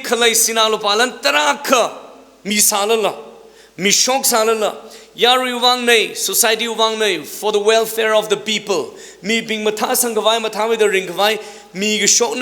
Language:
Tangkhul Naga (India)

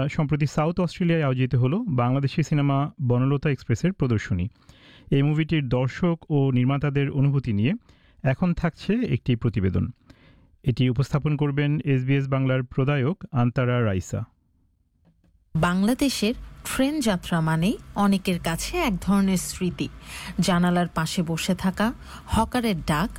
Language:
Bangla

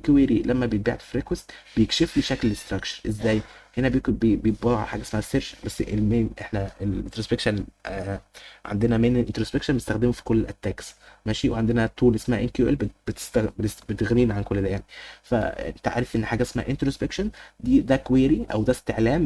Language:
Egyptian Arabic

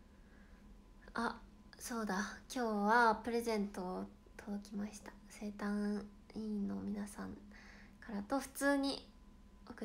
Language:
Japanese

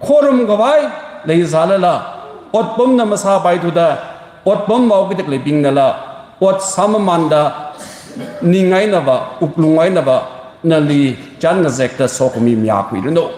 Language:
Tangkhul Naga (India)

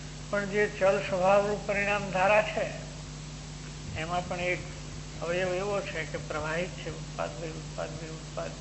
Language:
Gujarati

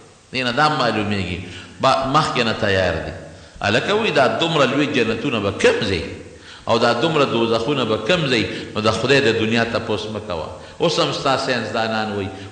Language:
Pashto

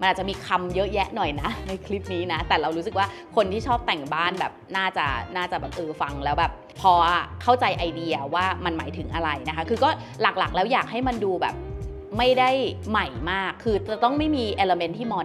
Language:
Thai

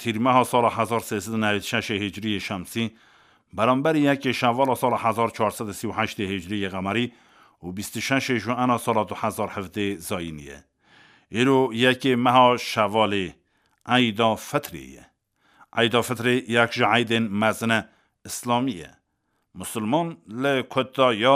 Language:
Kurdish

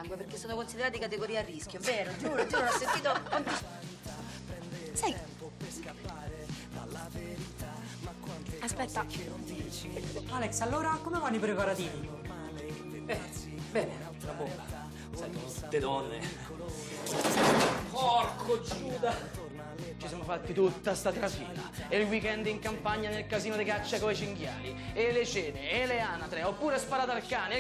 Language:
Italian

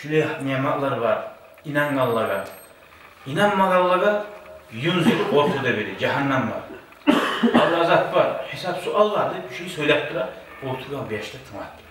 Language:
Kumyk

